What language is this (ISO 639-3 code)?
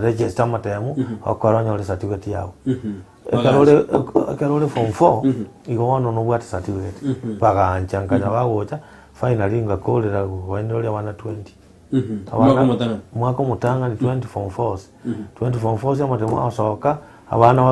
guz